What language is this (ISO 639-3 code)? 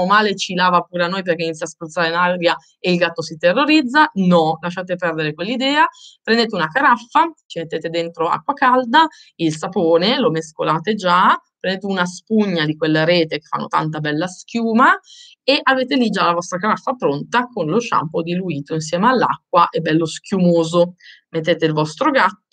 ita